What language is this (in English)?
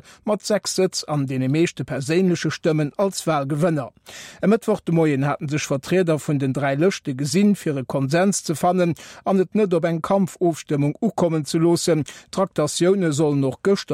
Luxembourgish